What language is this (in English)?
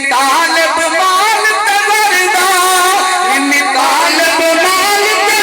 Saraiki